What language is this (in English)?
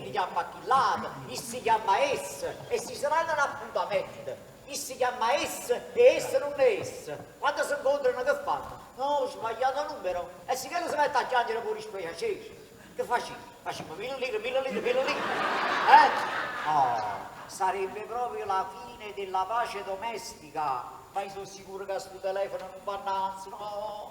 Neapolitan